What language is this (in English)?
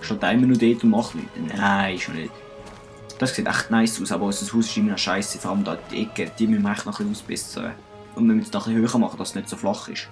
Swiss German